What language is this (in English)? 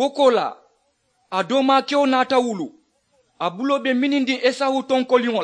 Mandingo